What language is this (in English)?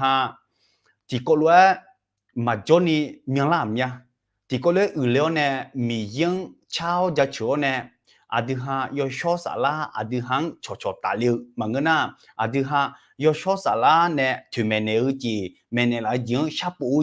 Akha